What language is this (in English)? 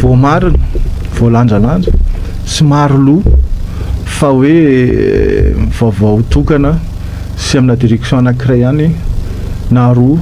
Malagasy